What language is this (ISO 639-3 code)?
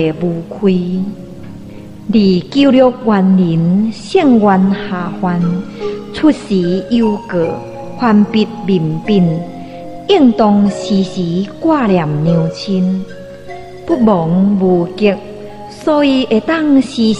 nan